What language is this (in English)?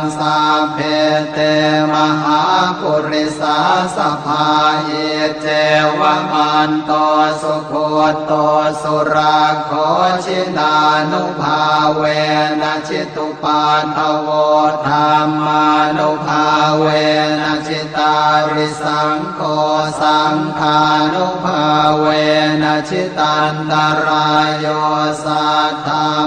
Pali